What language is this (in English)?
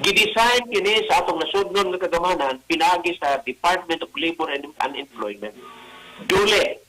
Cebuano